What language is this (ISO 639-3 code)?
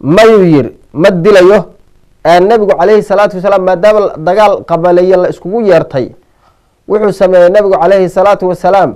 som